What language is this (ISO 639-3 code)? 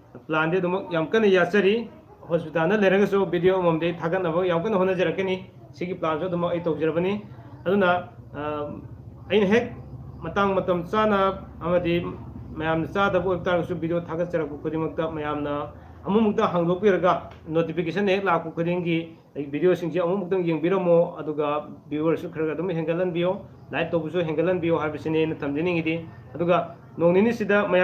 mni